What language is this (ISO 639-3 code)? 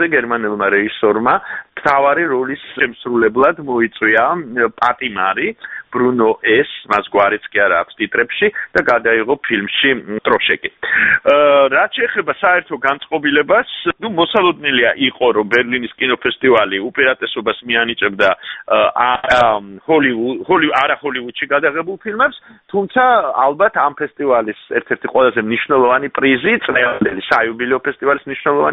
kat